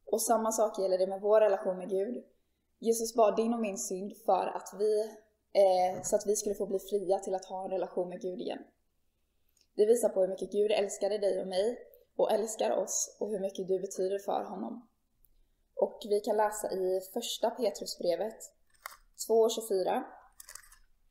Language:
Swedish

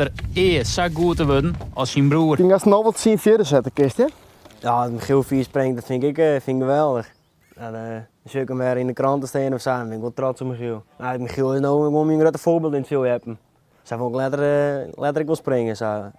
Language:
Western Frisian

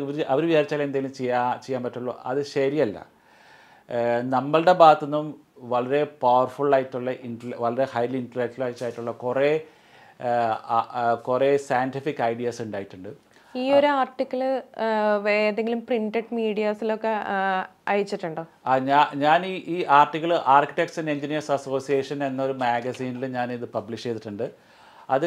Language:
Malayalam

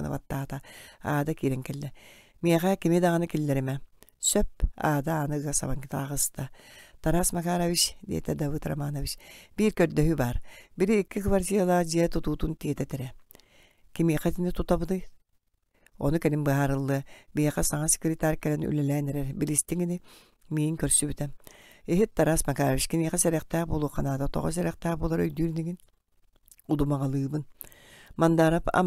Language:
Yakut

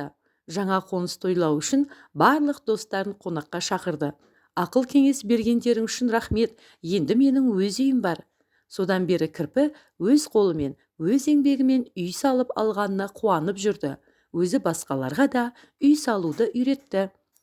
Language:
Kazakh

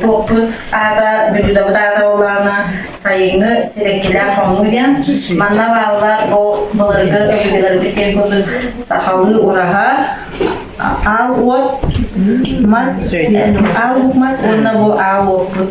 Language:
Yakut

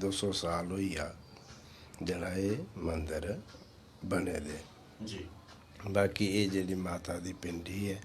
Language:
Dogri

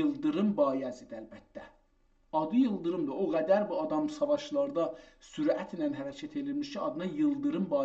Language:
South Azerbaijani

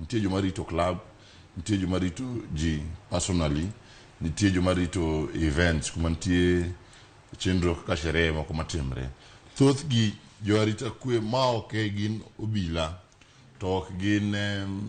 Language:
Luo (Kenya and Tanzania)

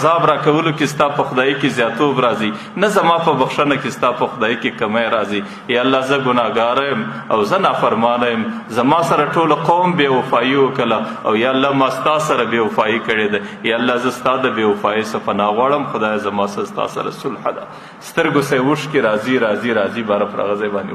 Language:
Pashto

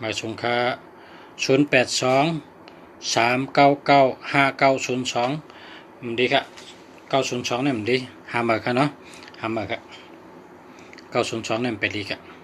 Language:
Shan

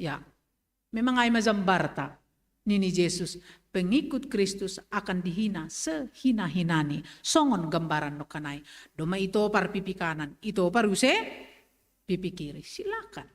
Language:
Batak Simalungun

